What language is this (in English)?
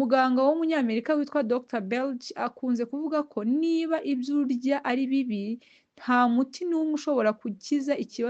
Kinyarwanda